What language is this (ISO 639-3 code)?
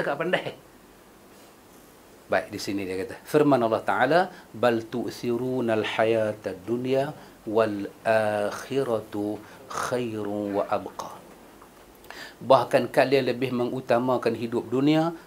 msa